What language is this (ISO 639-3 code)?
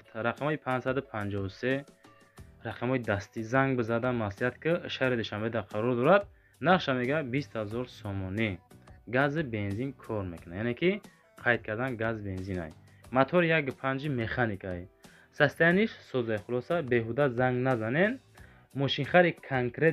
tgk